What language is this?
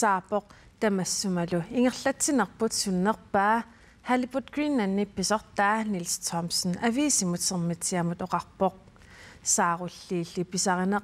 Kalaallisut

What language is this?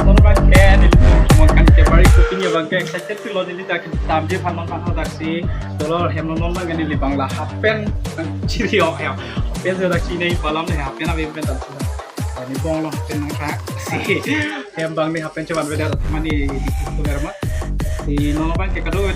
Karbi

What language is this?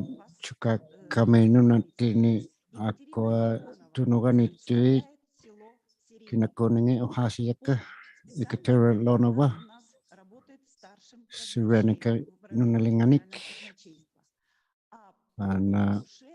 Inuktitut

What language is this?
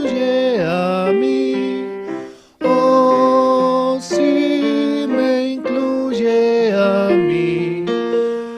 Aymara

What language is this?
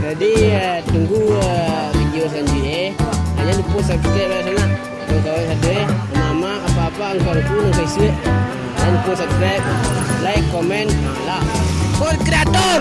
Minangkabau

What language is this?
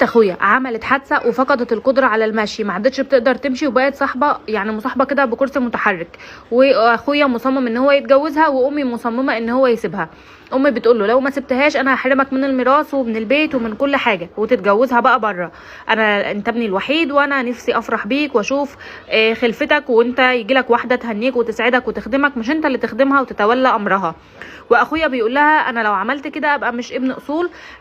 Egyptian Arabic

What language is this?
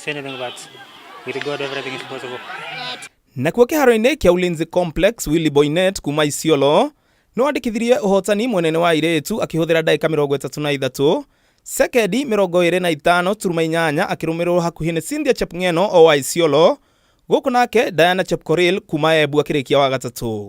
Kikuyu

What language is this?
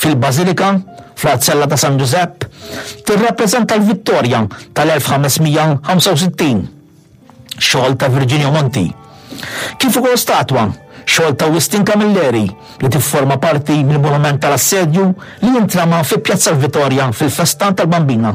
Maltese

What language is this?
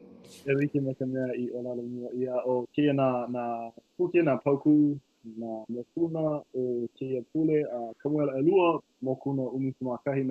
Hawaiian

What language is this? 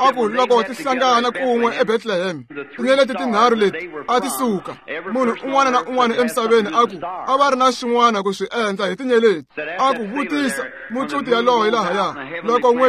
Tsonga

